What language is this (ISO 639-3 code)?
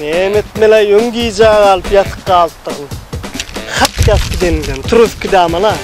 tuk